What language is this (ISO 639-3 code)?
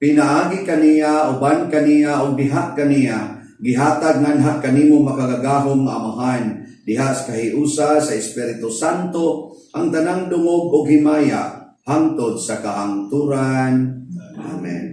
ceb